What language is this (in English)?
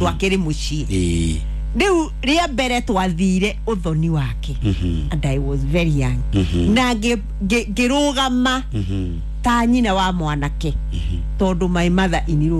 Kikuyu